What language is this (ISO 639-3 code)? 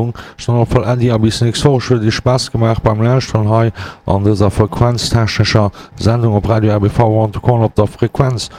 ltz